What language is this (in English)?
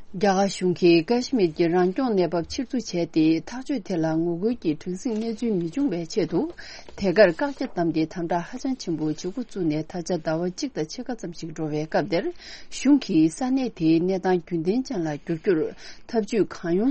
Tibetan